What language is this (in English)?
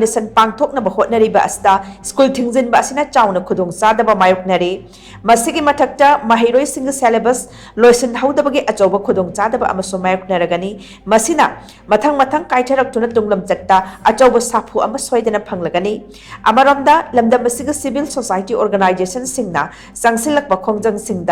Manipuri